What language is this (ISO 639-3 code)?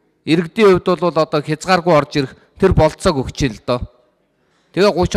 mon